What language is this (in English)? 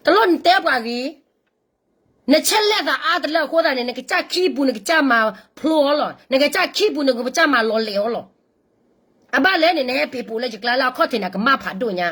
S'gaw Karen